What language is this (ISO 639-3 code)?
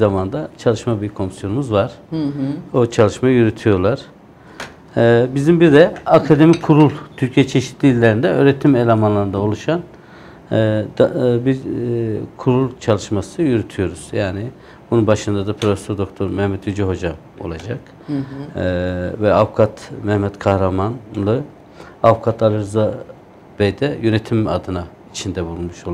tur